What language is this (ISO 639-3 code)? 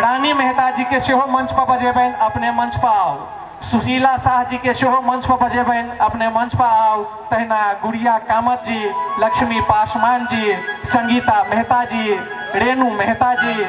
mai